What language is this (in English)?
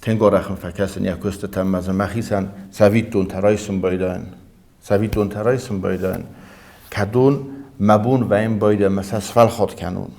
Ossetic